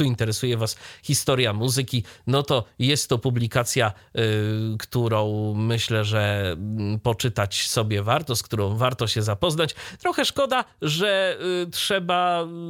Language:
Polish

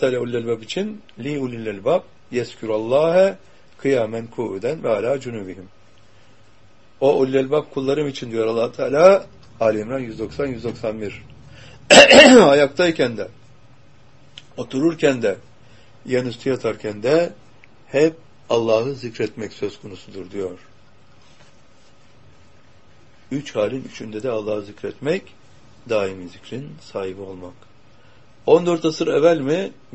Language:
Turkish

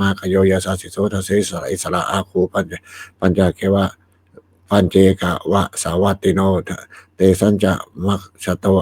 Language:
Pali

